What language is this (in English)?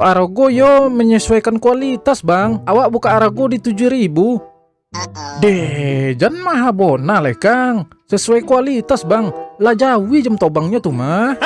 Minangkabau